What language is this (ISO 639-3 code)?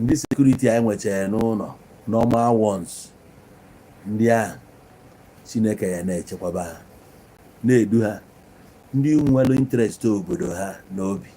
ibo